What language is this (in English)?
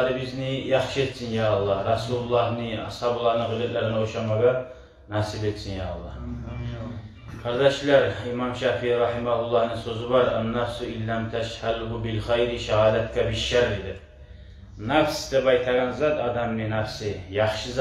Kumyk